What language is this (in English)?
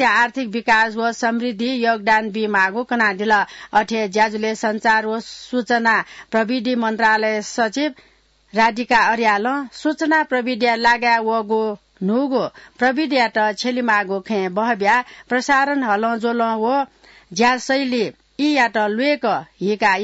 Newari